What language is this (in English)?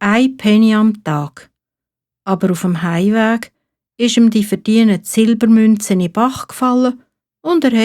Swiss German